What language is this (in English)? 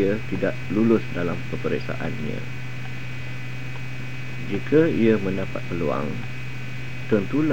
Malay